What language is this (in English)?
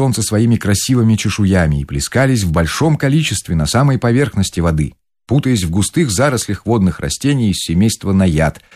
Russian